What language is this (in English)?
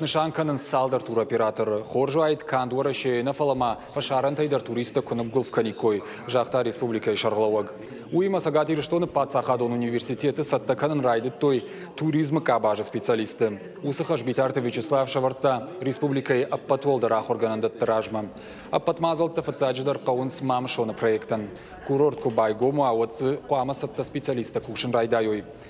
Ossetic